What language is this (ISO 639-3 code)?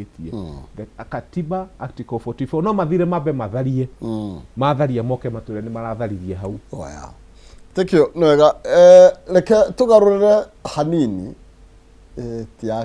kik